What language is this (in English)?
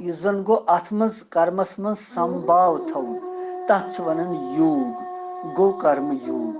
Kashmiri